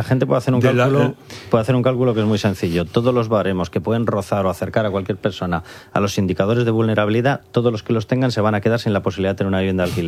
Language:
Spanish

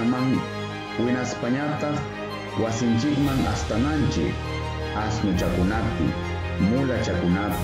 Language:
Ayacucho Quechua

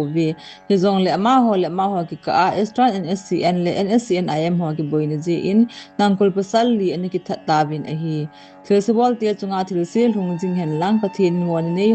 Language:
Thado Chin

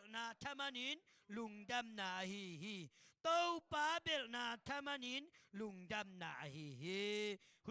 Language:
Tedim Chin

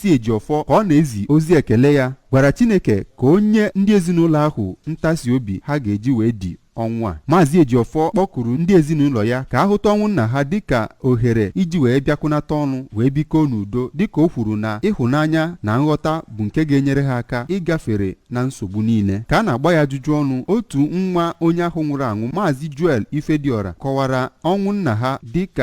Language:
Igbo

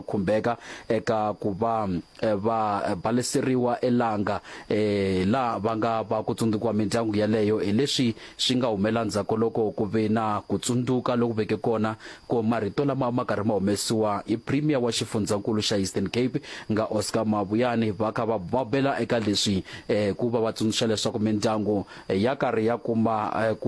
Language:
Tsonga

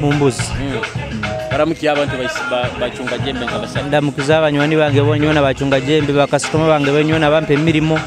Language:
Nyoro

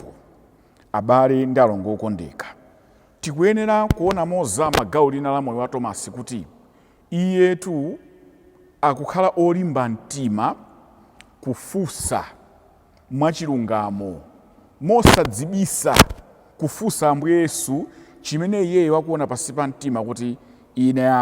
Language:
Nyanja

